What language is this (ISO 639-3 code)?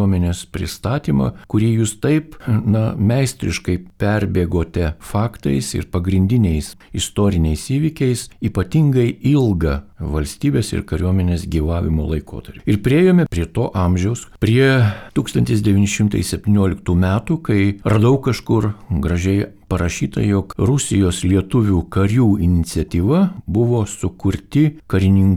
lit